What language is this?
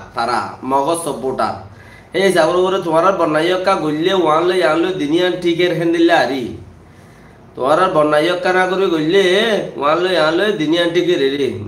Rohingya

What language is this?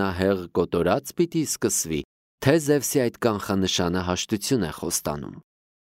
Armenian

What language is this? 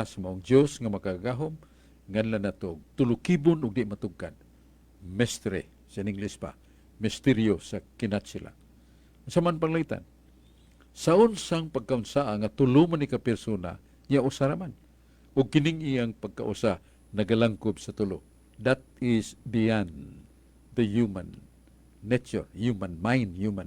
Cebuano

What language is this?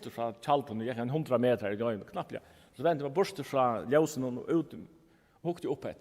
Faroese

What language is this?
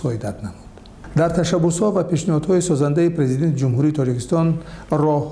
Tajik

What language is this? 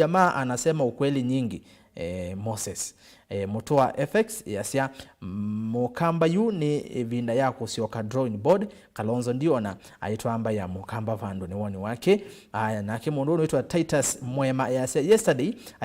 Kamba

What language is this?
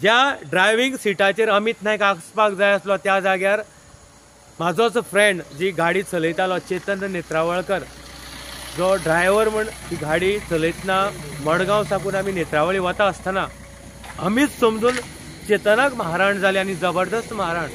Konkani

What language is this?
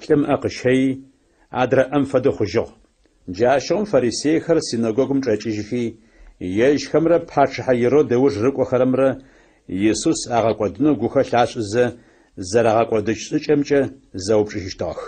Adyghe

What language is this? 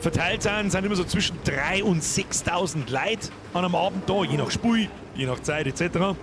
Bavarian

